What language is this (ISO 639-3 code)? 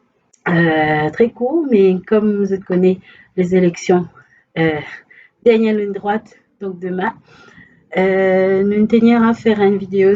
mfe